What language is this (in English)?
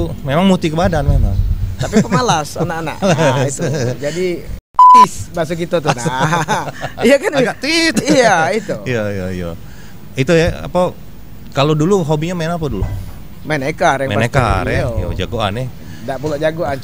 Musi